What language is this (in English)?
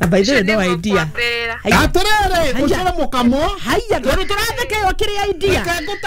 Kikuyu